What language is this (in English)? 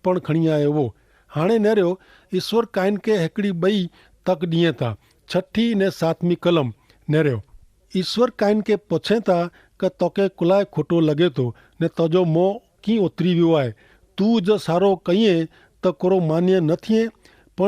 Kachhi